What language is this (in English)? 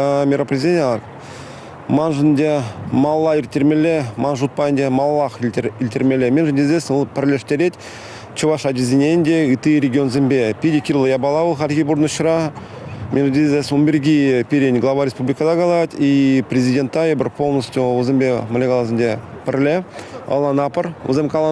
Chuvash